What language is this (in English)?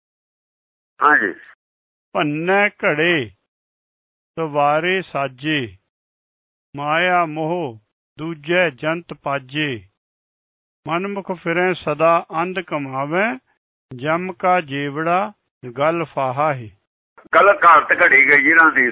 Punjabi